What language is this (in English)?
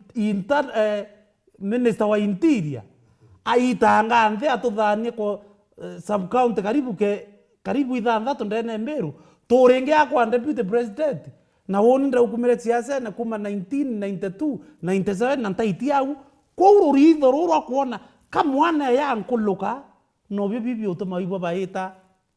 Meru